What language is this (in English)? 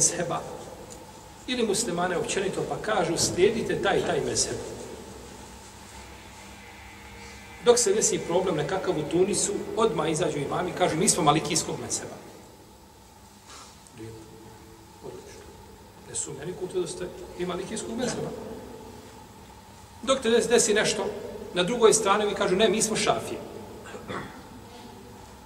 Bosnian